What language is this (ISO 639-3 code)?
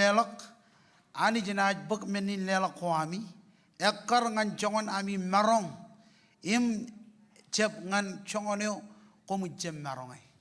mah